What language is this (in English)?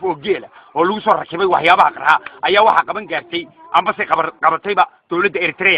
Somali